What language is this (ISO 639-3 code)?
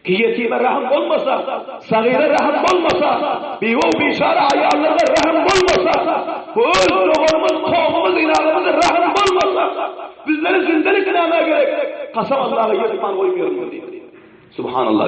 tuk